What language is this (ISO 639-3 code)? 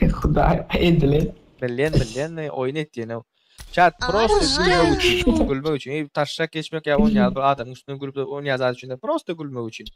tuk